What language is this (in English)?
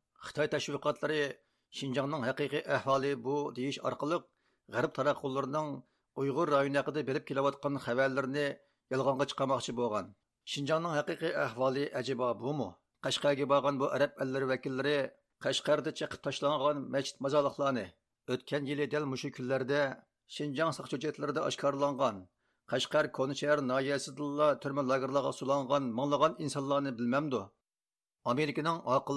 Uyghur